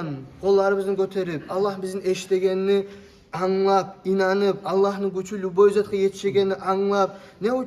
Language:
Kumyk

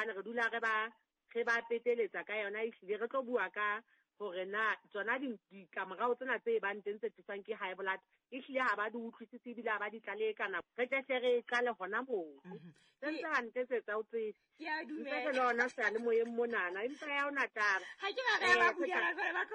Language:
Southern Sotho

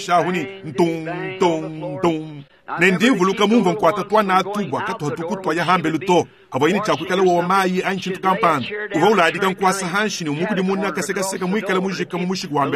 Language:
Luba-Lulua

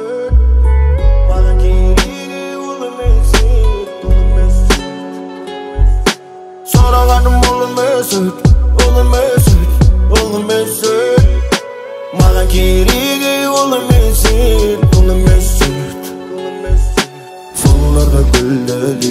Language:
Kazakh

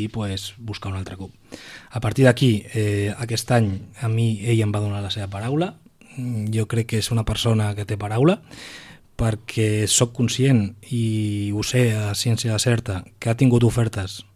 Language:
Catalan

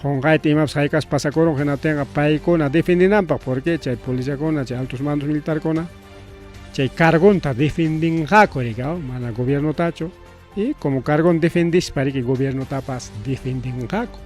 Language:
Ayacucho Quechua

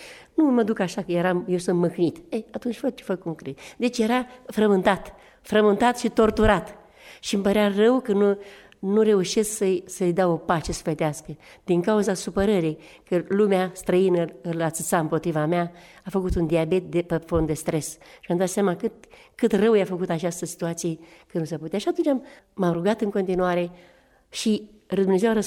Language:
Romanian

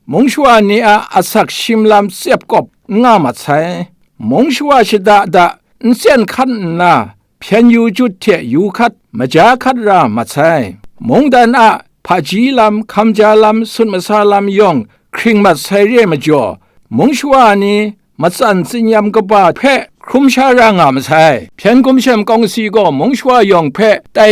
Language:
Kachin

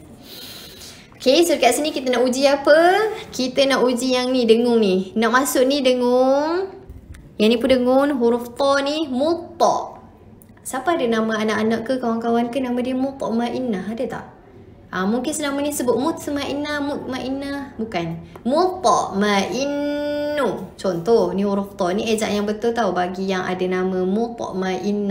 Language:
Malay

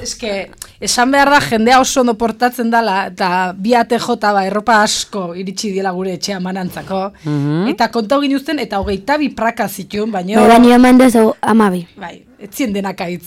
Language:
Basque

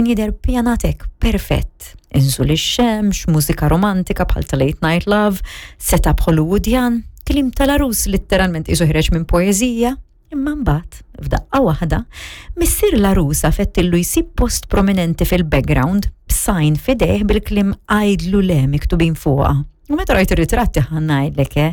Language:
Maltese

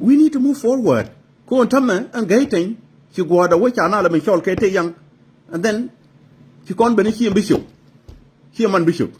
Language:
Nuer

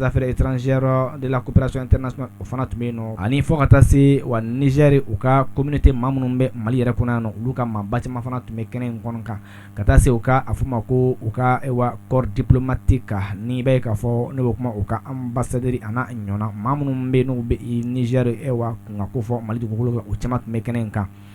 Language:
Bambara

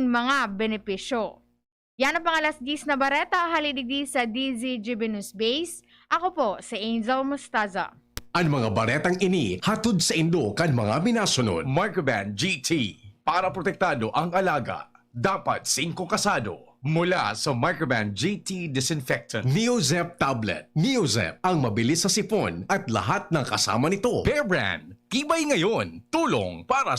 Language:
Bikol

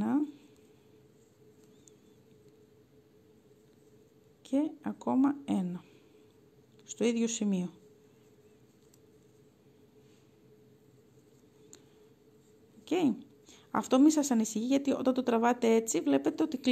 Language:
Greek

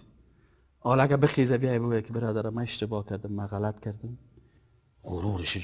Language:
Persian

